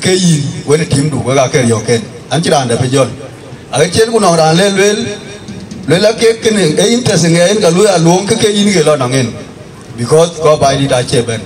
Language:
Dinka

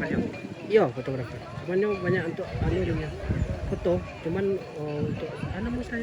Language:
Minangkabau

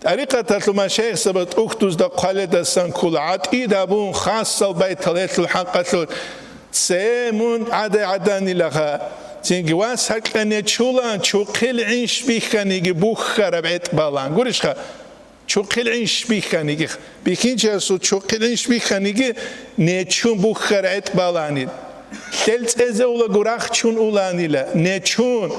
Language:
Avaric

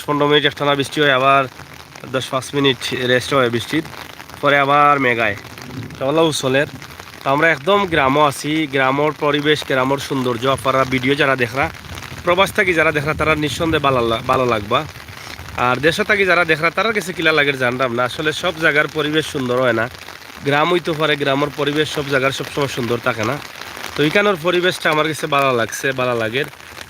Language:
Sylheti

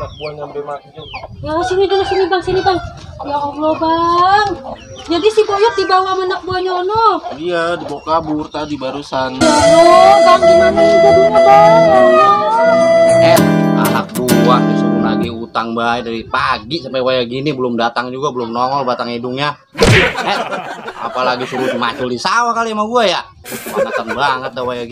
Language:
Betawi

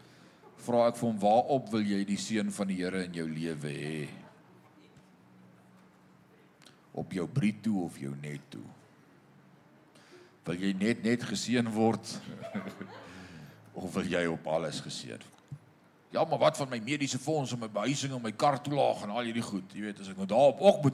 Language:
Afrikaans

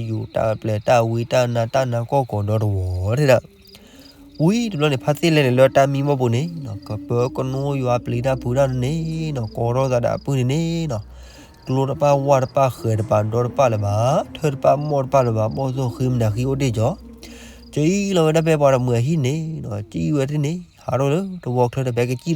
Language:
S'gaw Karen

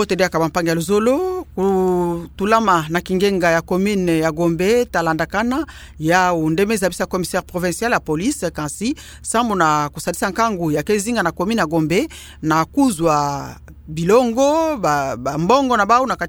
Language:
Kituba (Democratic Republic of Congo)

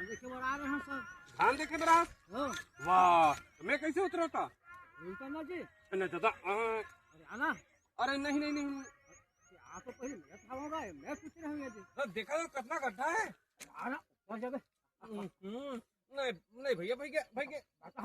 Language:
Chhattisgarhi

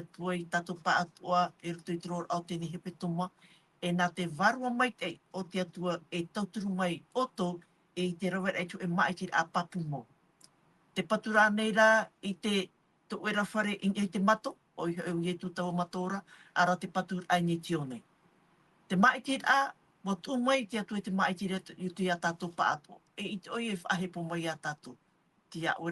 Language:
Tahitian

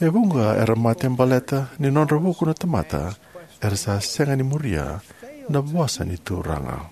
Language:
Fijian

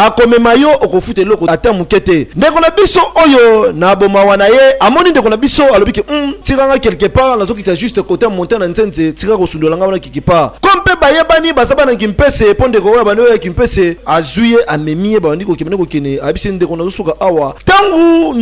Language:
Lingala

